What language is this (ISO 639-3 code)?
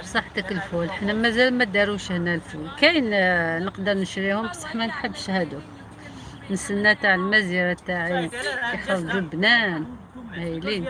arq